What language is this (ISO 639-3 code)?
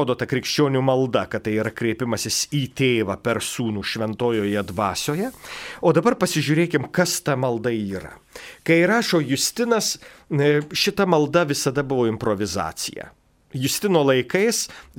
lit